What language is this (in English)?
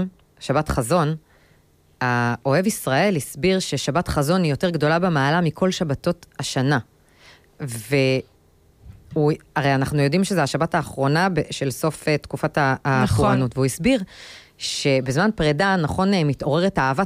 Hebrew